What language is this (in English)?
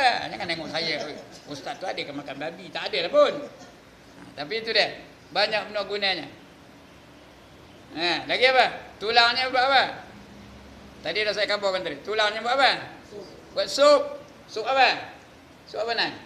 Malay